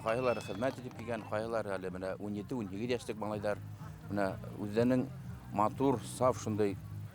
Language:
Bashkir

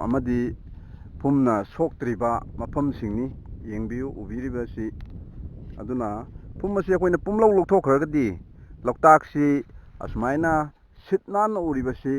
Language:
Manipuri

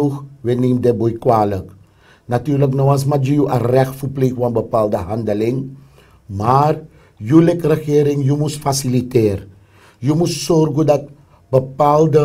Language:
Sranan Tongo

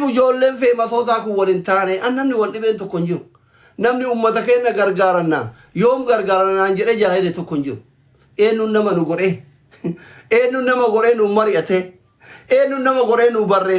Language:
Oromo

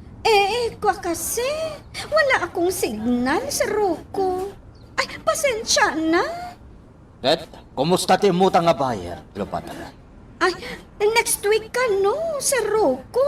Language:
Iloko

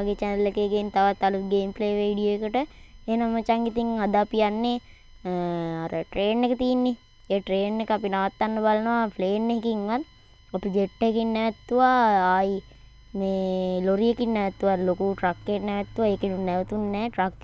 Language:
Sinhala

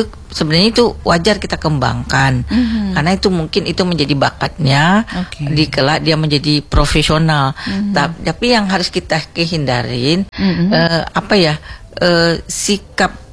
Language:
Indonesian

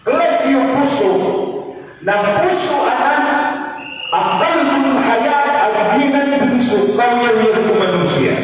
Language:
Maranao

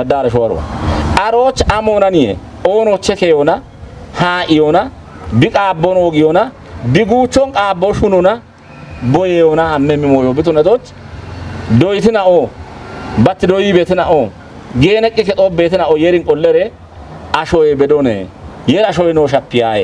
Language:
Kafa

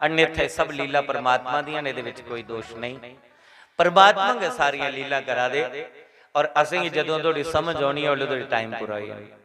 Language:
Dogri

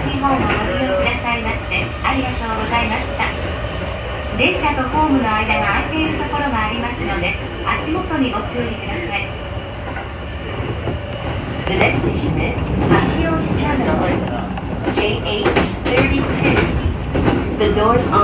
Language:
Japanese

